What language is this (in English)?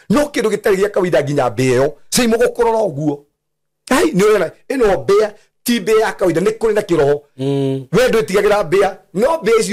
Kikuyu